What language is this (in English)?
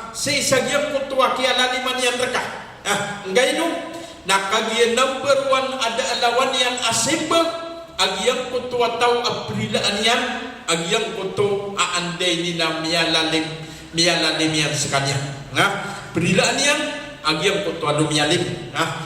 Maranao